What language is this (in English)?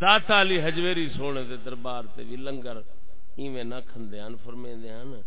Saraiki